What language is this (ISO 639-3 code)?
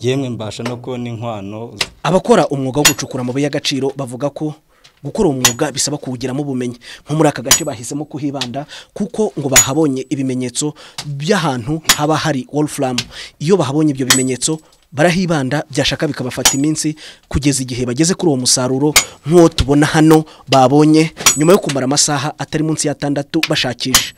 kin